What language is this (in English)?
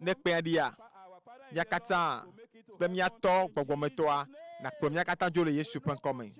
Ewe